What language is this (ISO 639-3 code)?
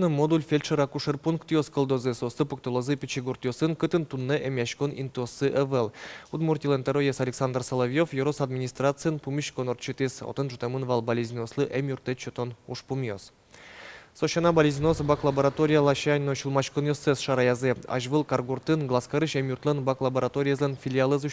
udm